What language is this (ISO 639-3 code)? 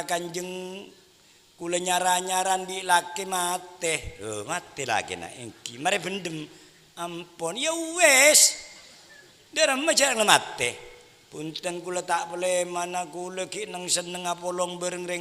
mad